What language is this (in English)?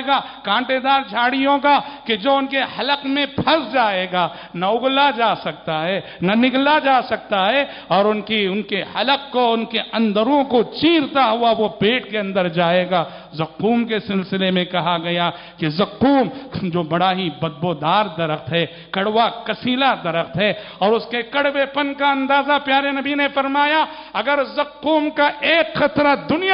Urdu